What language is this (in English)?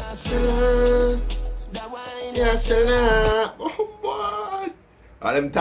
Jamaican Creole English